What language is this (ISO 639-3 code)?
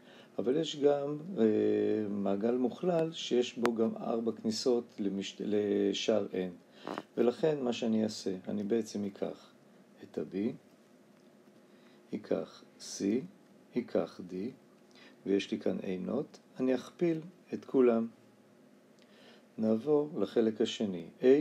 heb